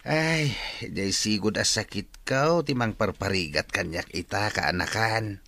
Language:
Iloko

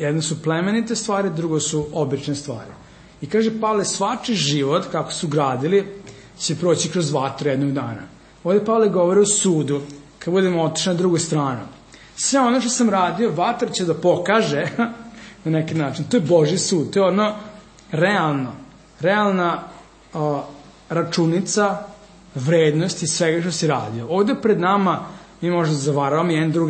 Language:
Serbian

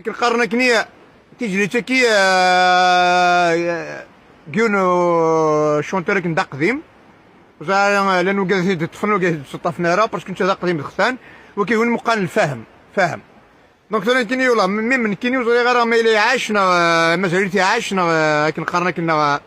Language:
Kabyle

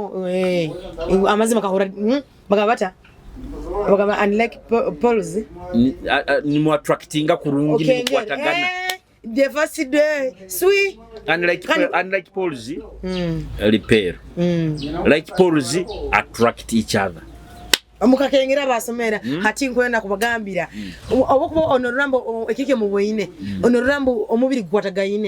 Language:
Nyoro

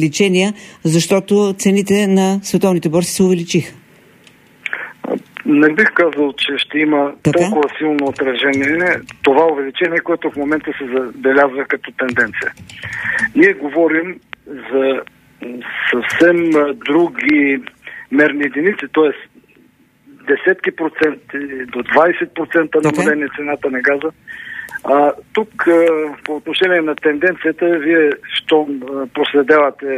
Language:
Bulgarian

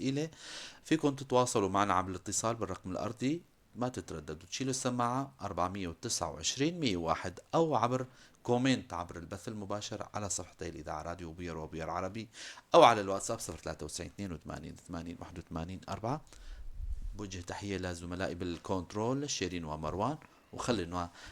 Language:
North Levantine Arabic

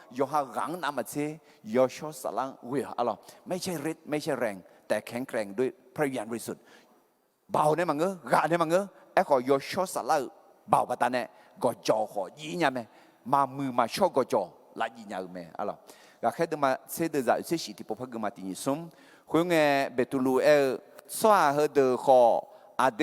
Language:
Akha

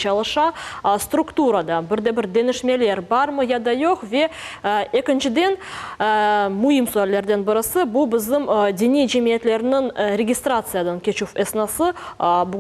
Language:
Crimean Tatar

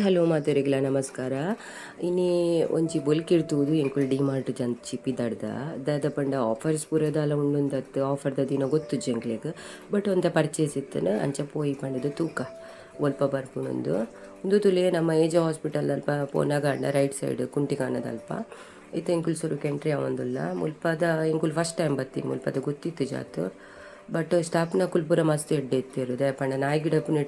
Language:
Tulu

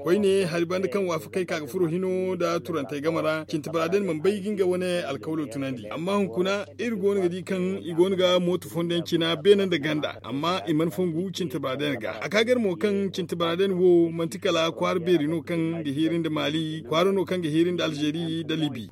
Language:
Zarma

